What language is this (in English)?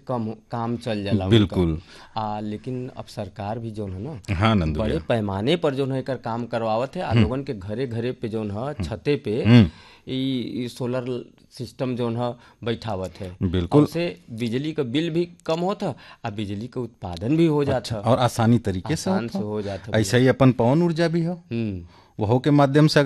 Bhojpuri